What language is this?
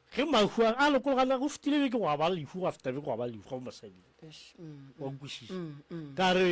Northern Sotho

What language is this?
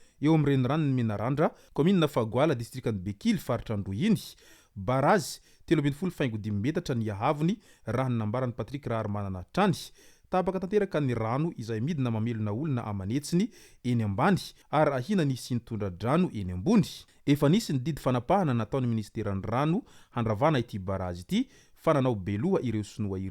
Malagasy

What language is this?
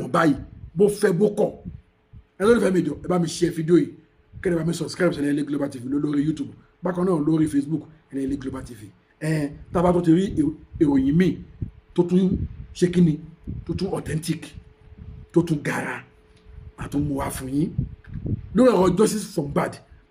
Yoruba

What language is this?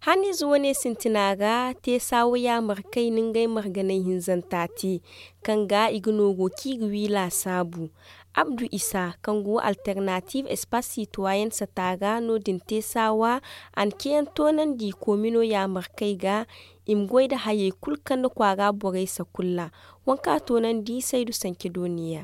Zarma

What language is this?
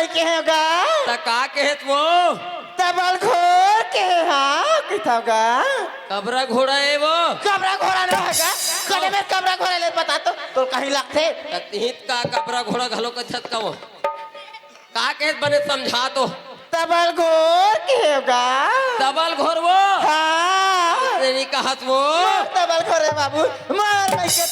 Chhattisgarhi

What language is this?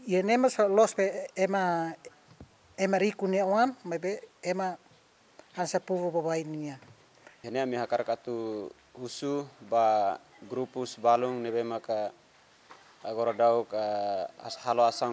Tetum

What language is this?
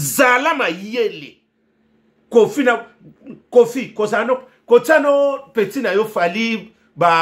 Lingala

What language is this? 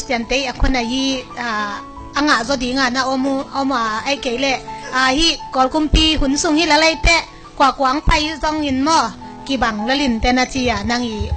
Tedim Chin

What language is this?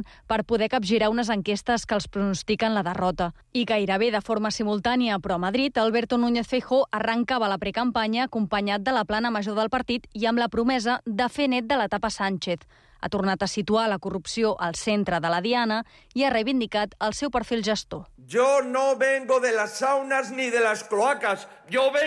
Catalan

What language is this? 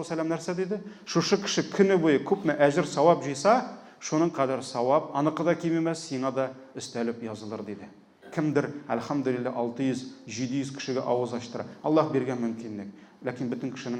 Tatar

